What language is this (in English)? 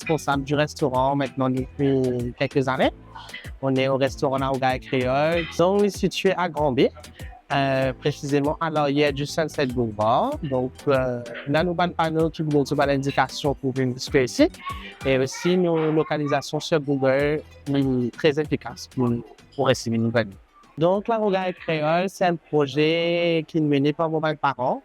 Morisyen